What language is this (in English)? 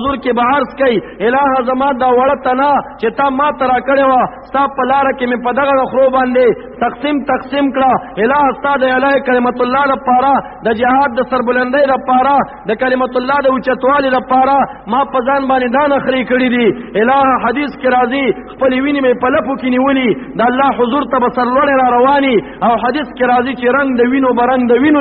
Pashto